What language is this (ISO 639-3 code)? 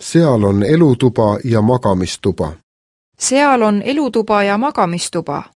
est